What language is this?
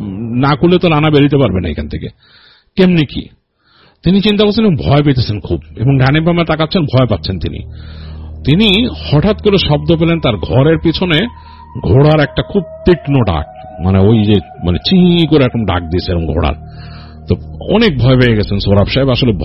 Bangla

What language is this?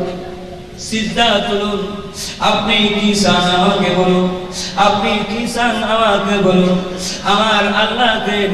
Bangla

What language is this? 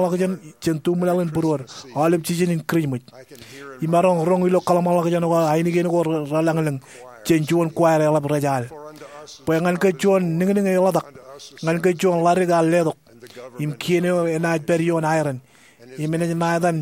Marshallese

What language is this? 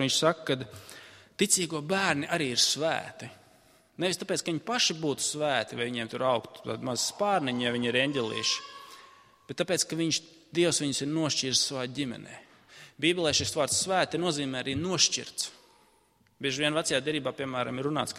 Latvian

